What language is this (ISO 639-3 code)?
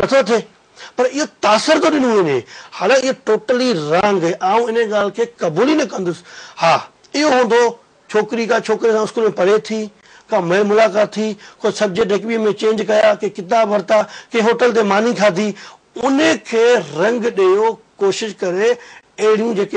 snd